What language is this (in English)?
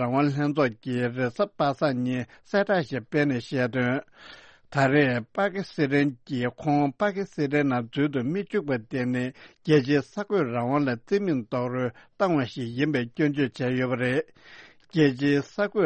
Tibetan